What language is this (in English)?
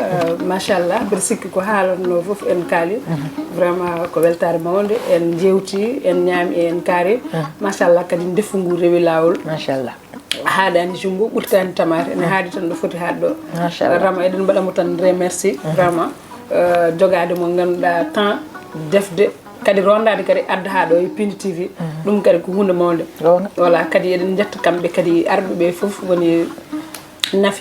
Fula